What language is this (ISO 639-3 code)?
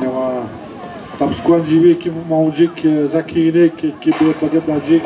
atj